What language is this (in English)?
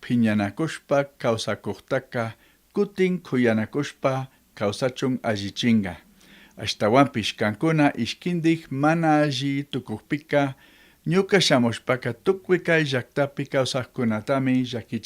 Chimborazo Highland Quichua